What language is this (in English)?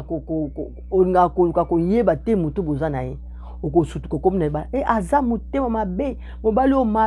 Lingala